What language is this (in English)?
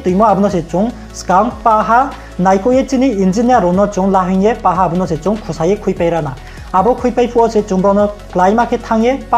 Riang (India)